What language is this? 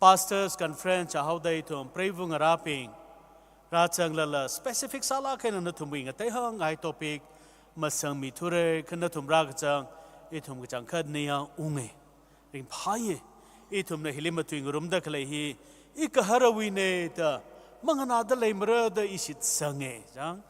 Tangkhul Naga (India)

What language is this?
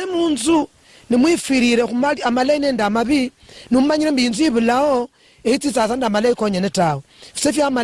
Luyia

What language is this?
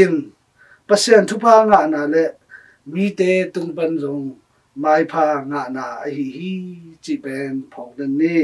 Tedim Chin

